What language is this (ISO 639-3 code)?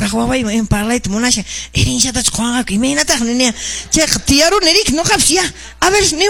que